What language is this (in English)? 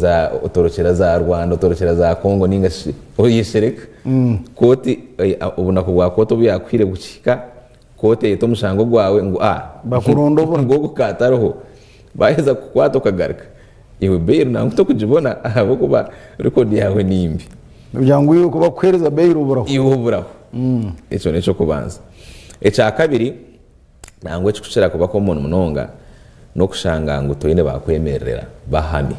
Nyankole